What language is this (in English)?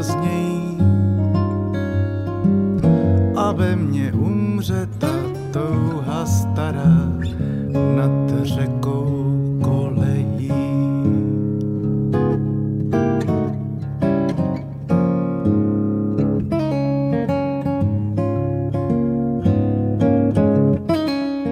Czech